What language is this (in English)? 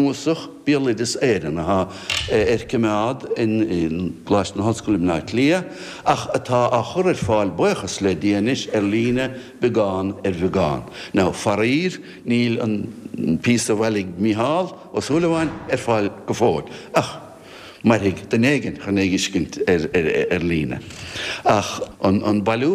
Irish